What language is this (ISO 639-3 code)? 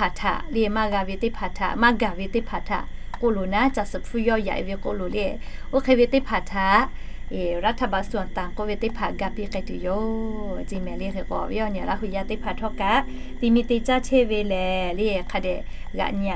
lhu